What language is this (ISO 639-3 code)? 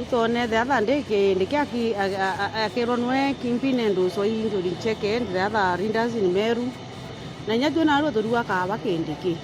mer